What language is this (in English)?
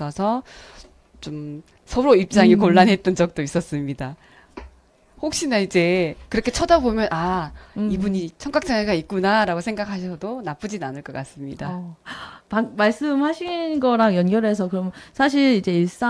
Korean